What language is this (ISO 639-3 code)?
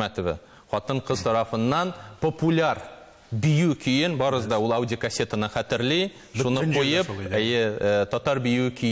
tat